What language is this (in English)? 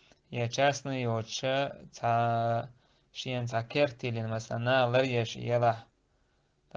Chechen